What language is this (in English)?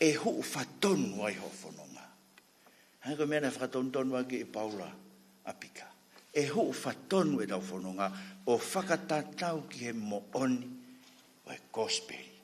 Tongan